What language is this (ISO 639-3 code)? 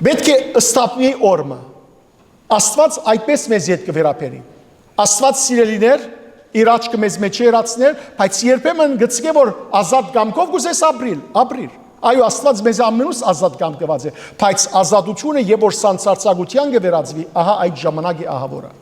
hyw